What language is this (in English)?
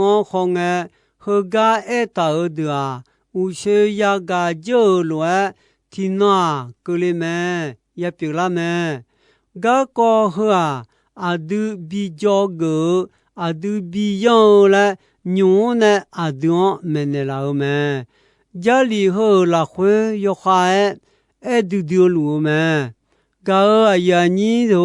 Akha